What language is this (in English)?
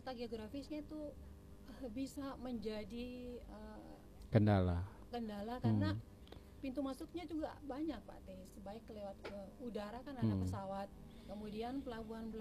Indonesian